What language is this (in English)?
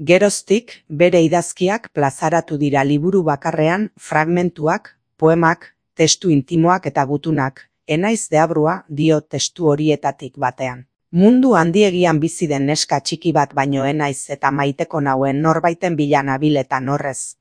Basque